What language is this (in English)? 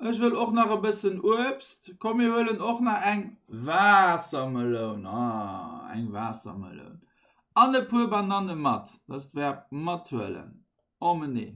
Luxembourgish